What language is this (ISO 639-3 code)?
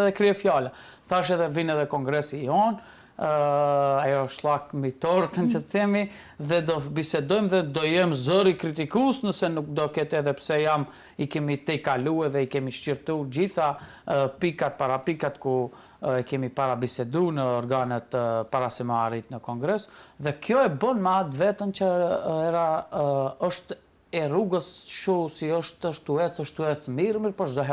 sqi